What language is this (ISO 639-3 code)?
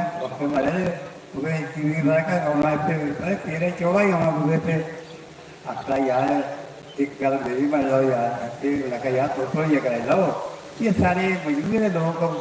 doi